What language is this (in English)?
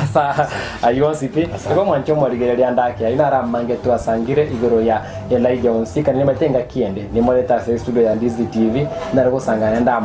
Gusii